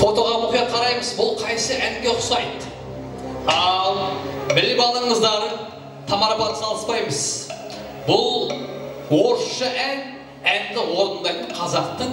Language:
Kara-Kalpak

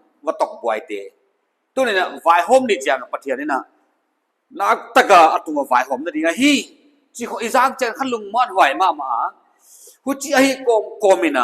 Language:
Paite Chin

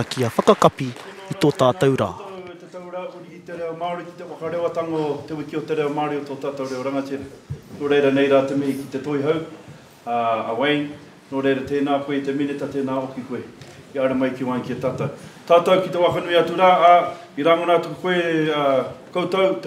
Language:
Māori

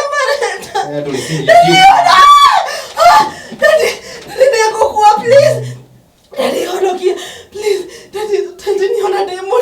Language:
Kikuyu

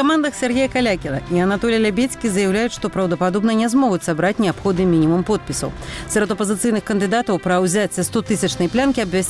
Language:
Belarusian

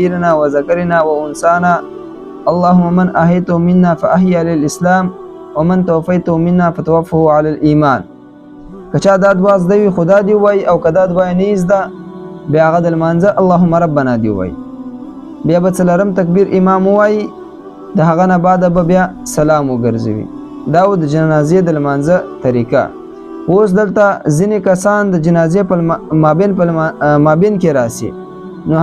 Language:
Pashto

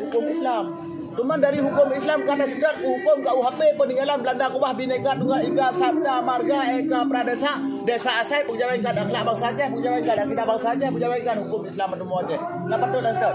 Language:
Achinese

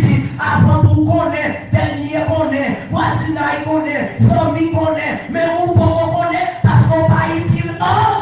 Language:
Haitian Creole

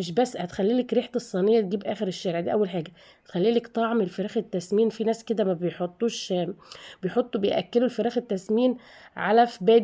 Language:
Egyptian Arabic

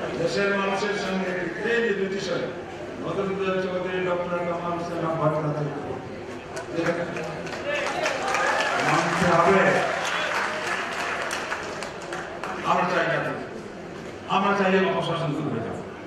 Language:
Bangla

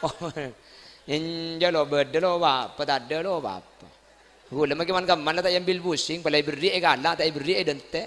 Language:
Madurese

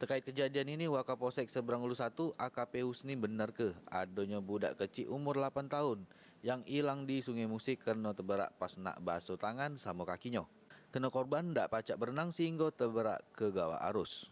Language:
Musi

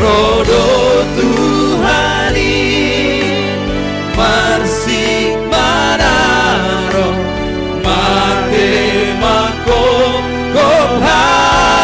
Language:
Batak Simalungun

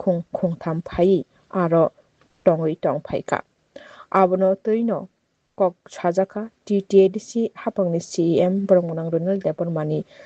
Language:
Kok Borok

